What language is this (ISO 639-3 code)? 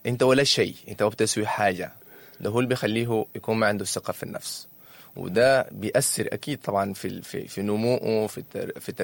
apd